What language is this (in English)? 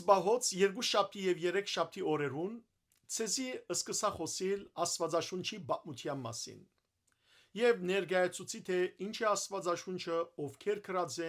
Western Armenian